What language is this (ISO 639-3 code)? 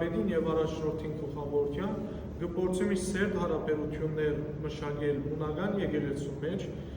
hyw